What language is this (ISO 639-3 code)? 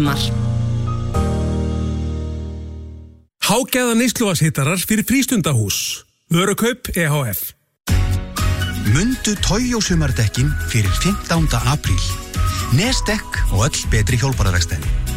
isl